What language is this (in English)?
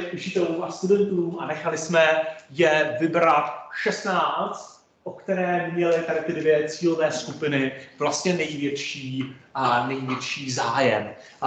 Czech